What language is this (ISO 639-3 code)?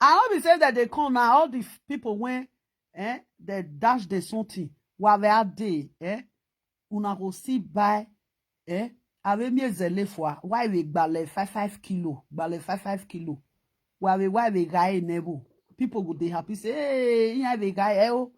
pcm